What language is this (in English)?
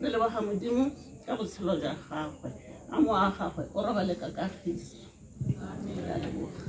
Tswana